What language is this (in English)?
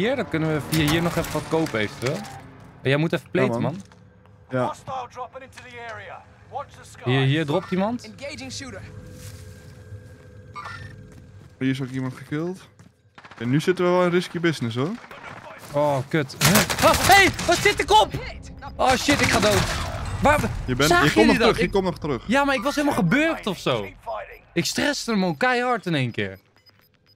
Dutch